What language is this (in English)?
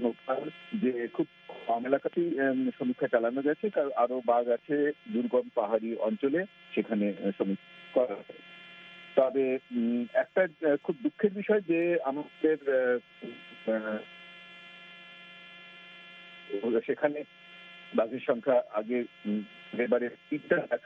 Bangla